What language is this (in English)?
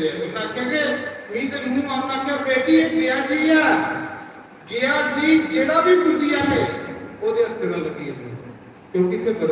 Dogri